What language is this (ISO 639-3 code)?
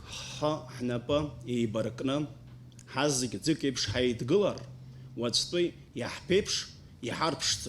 abk